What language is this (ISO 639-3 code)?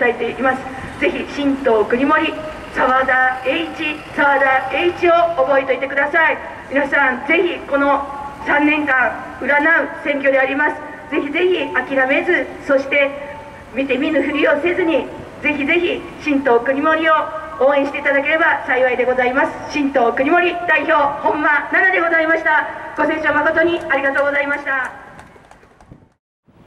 jpn